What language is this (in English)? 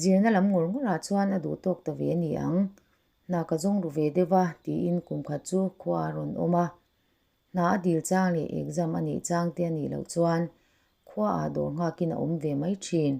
Mizo